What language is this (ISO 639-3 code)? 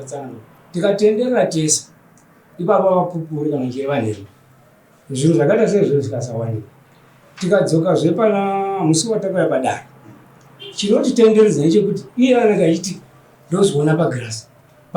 sna